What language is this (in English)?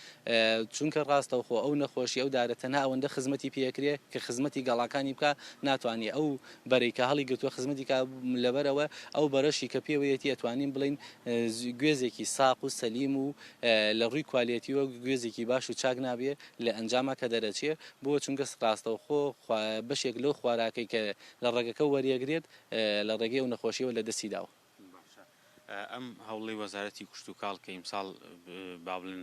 Central Kurdish